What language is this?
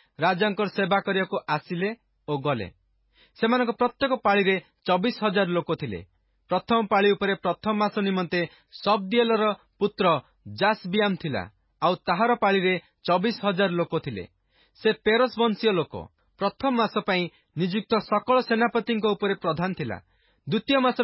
Odia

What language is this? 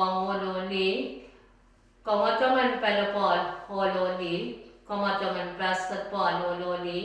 Pohnpeian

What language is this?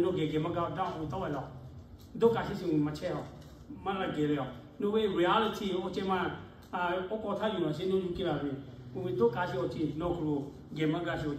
Lahu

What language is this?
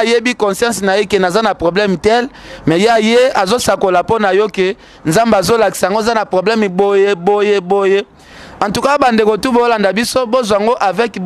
Lingala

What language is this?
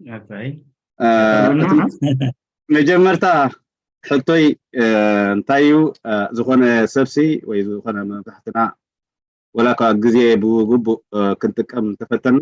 Tigrinya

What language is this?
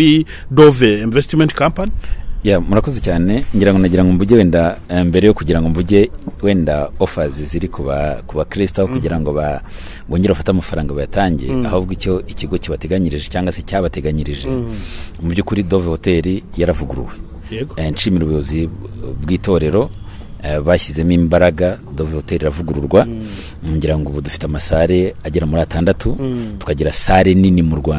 Kinyarwanda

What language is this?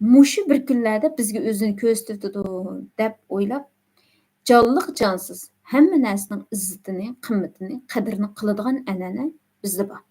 Uyghur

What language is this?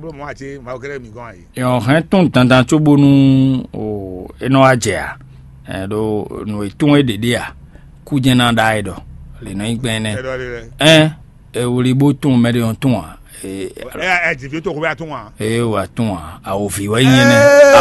Fon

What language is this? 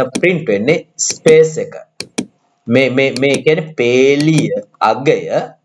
Sinhala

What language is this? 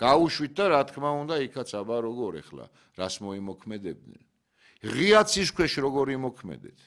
Georgian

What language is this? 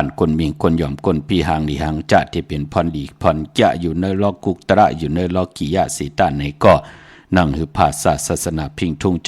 Shan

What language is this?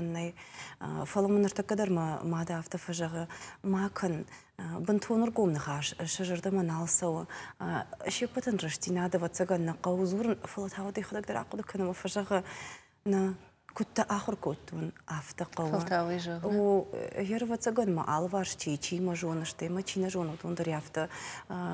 Ossetic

